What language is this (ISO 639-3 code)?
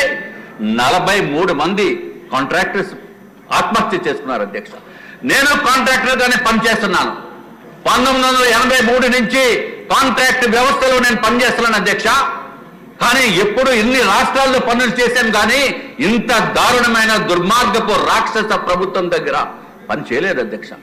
tel